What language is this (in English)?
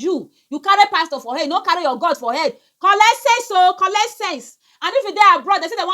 Nigerian Pidgin